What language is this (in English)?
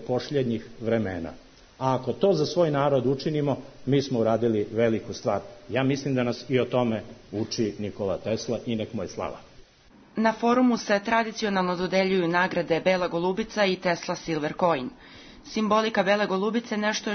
Serbian